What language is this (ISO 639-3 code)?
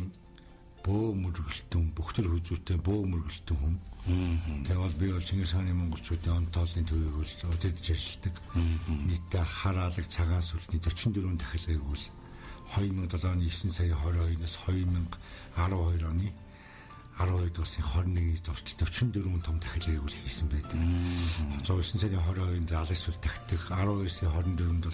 mon